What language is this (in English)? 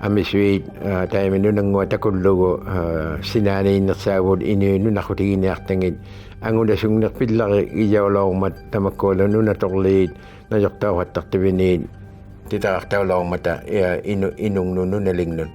Inuktitut